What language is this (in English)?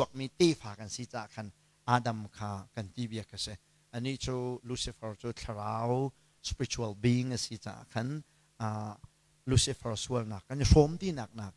Hakha Chin